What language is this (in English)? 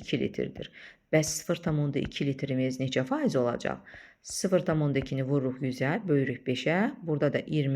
Azerbaijani